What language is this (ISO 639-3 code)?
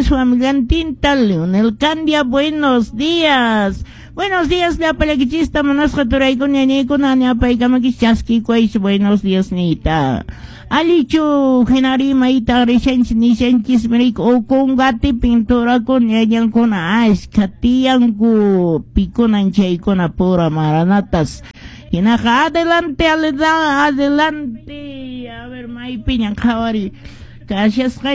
que